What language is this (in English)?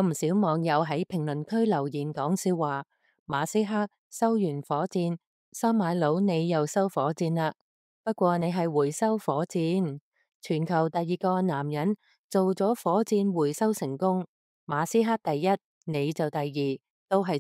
Cantonese